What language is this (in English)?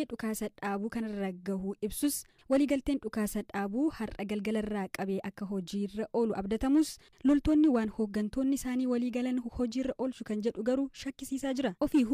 Oromo